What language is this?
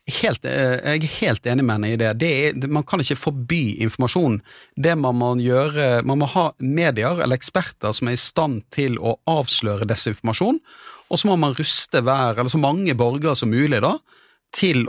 Norwegian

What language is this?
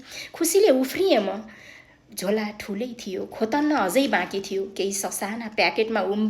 Nepali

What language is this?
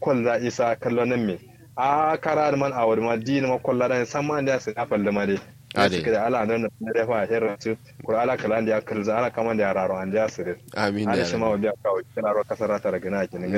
Kanuri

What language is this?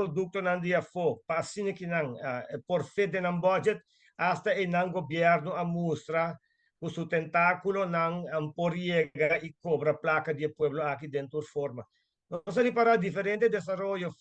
Papiamento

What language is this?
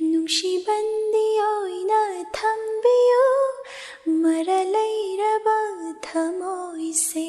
Manipuri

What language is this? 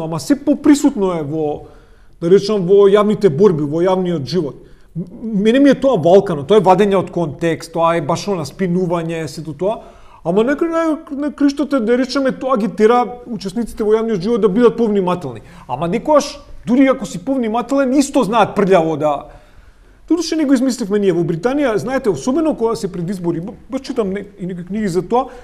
Macedonian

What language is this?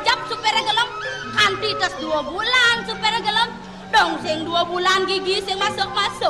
Balinese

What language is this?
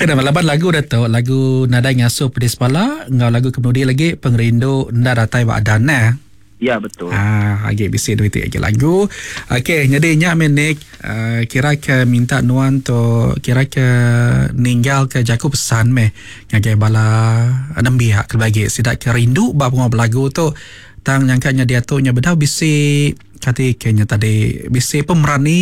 Iban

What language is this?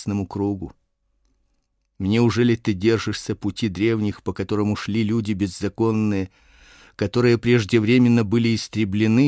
Russian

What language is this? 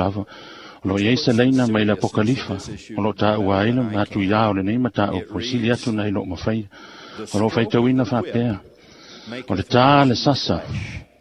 Samoan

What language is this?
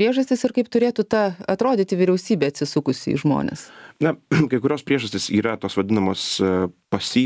Lithuanian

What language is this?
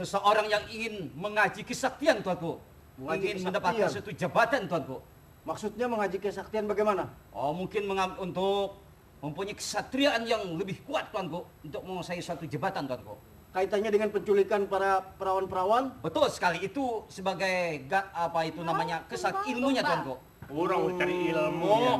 Banjar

